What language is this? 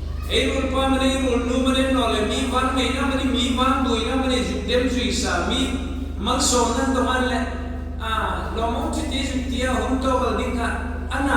Hmar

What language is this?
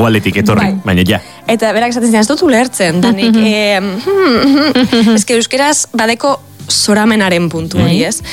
Basque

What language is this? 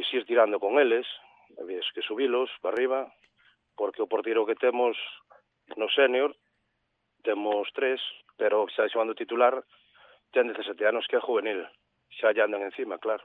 Galician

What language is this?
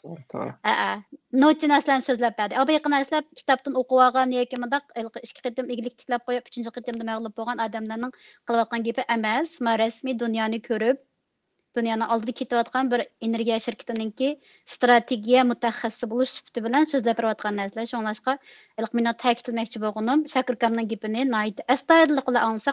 Uyghur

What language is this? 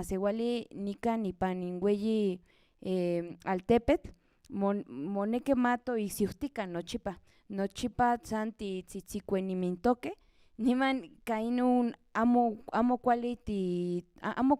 Central Nahuatl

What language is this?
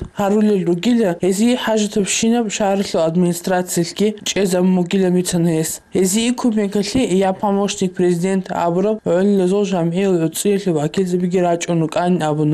Avaric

